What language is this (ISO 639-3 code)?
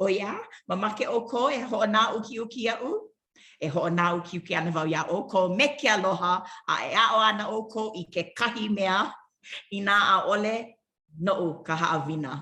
haw